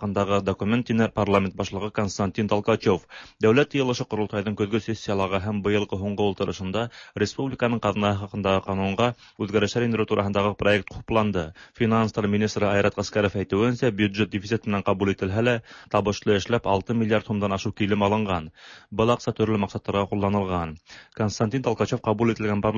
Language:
Tatar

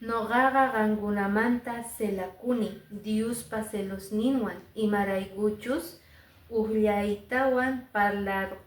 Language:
Quechua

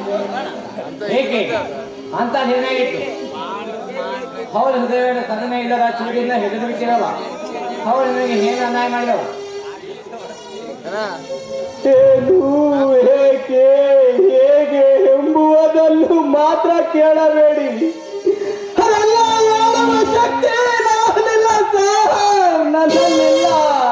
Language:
Kannada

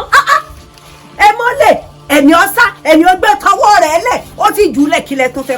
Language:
Yoruba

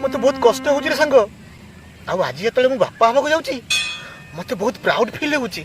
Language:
Odia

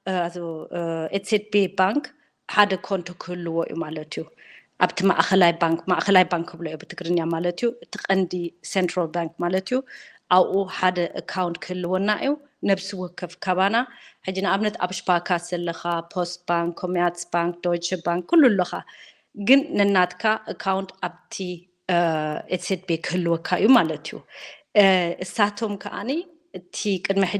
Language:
Tigrinya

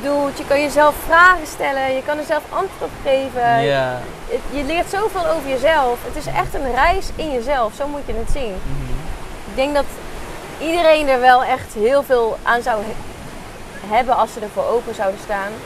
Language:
Dutch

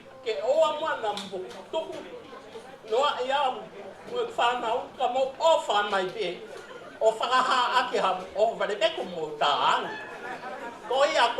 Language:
Tongan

